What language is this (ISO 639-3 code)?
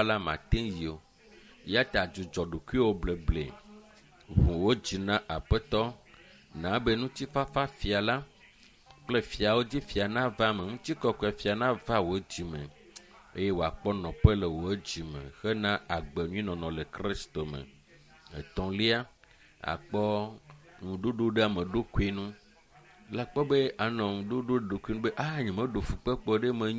ewe